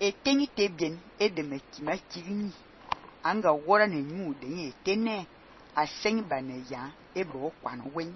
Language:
Fang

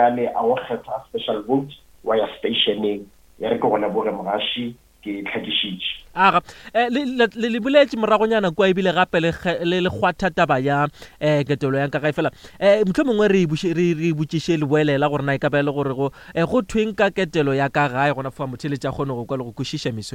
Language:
Northern Sotho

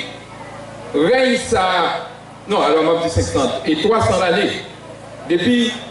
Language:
Haitian Creole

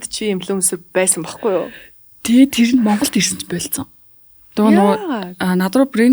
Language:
Mongolian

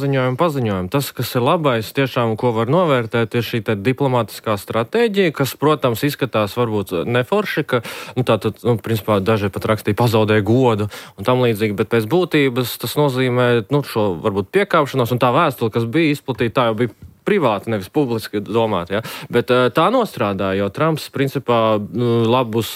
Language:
Latvian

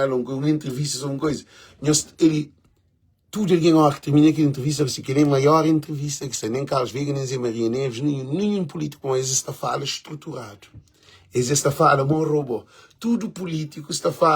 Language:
Kabuverdianu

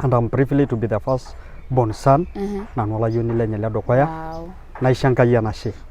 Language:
Masai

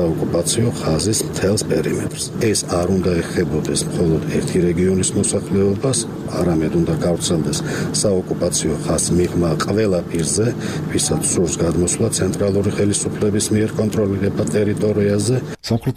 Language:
Georgian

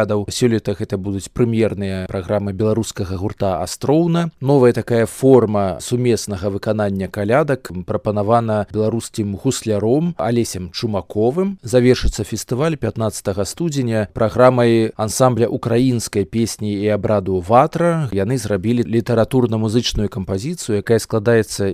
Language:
Belarusian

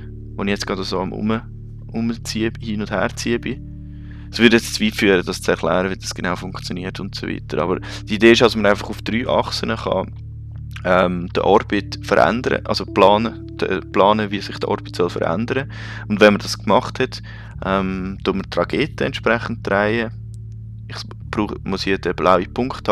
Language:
Swiss German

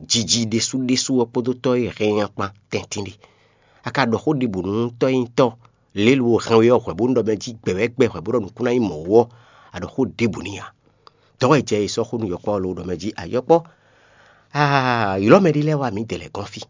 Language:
Fon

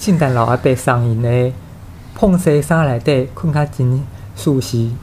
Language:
Min Nan Chinese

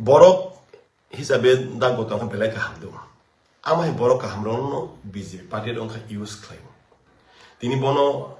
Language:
Kok Borok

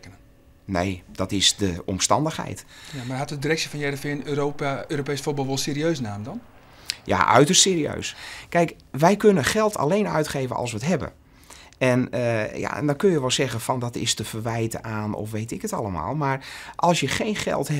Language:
Western Frisian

